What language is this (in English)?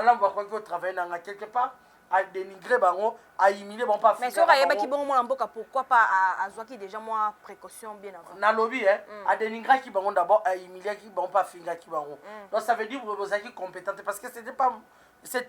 Lingala